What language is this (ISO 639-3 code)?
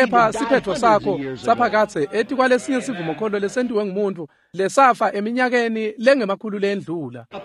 ssw